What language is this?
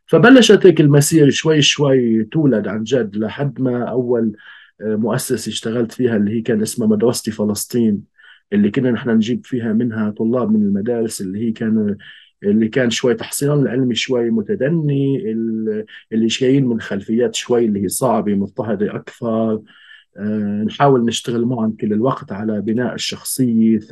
North Levantine Arabic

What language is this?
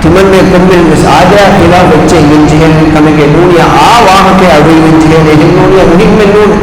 Divehi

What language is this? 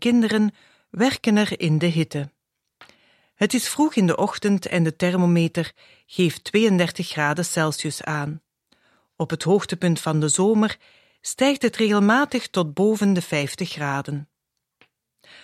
Dutch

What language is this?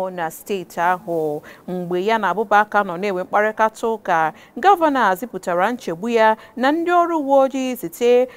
Igbo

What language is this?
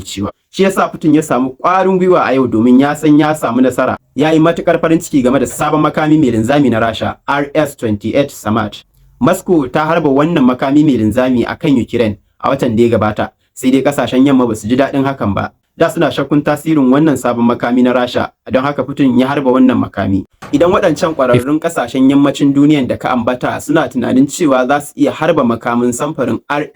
Hausa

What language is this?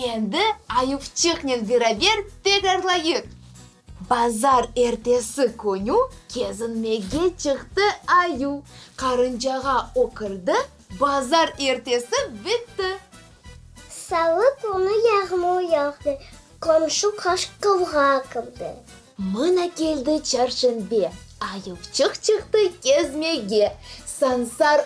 Crimean Tatar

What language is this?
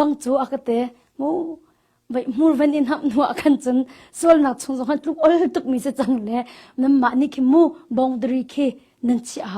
Hakha Chin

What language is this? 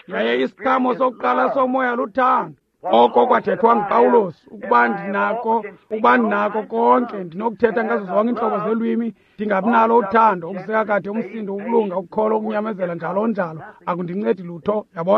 Xhosa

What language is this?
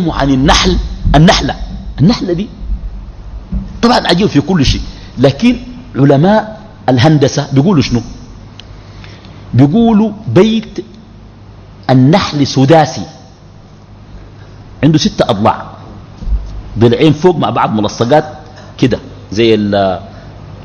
Sudanese Arabic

